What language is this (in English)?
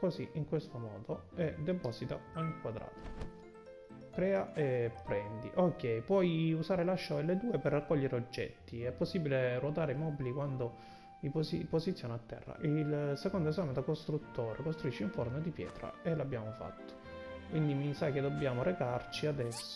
Italian